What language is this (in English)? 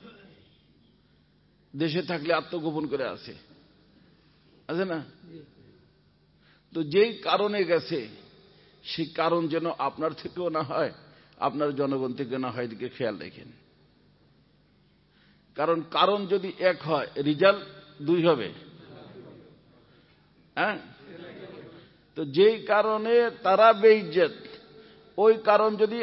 Bangla